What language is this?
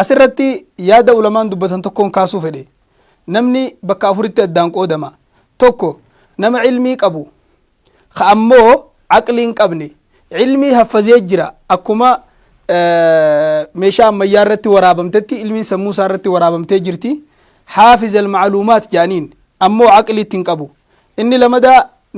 Oromo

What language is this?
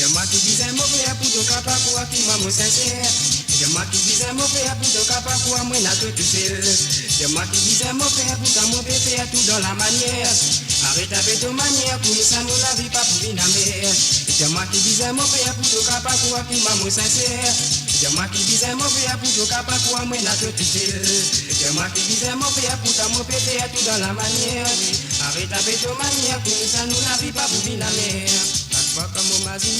Morisyen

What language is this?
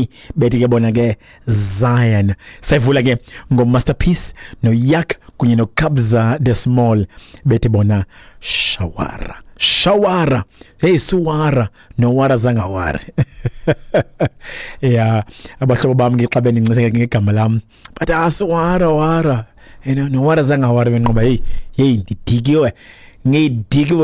Xhosa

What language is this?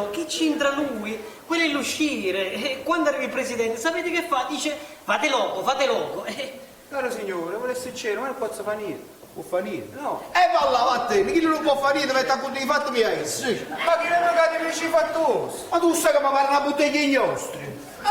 Neapolitan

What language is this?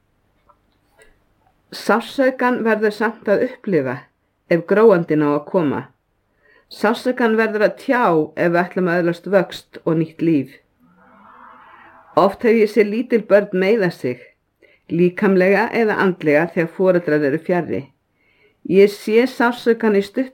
Icelandic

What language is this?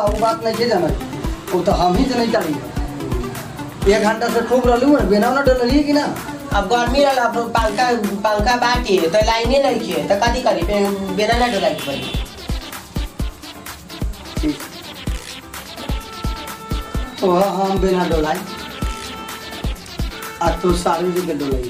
Bhojpuri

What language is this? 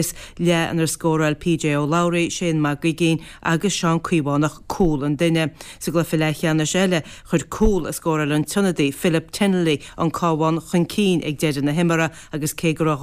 Irish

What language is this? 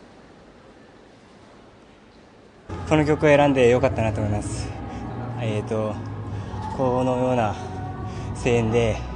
Japanese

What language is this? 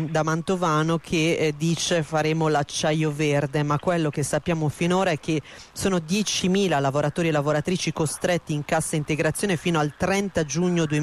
Italian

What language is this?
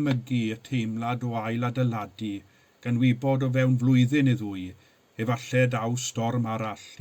Welsh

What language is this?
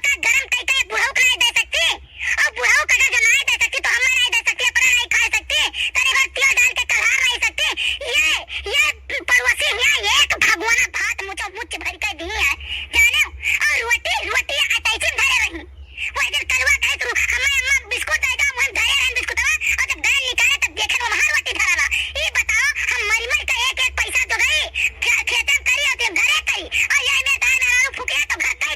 Awadhi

